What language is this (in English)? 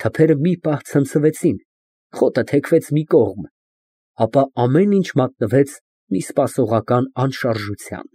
Armenian